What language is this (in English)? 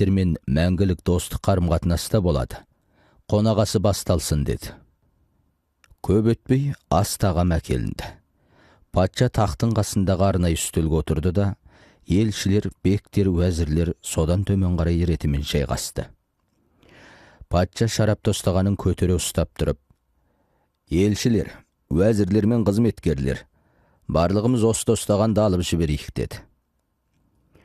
Kazakh